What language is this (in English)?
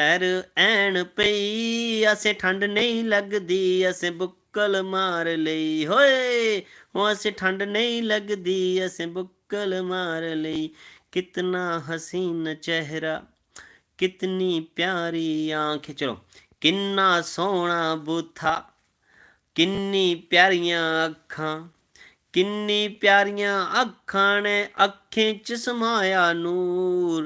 Dogri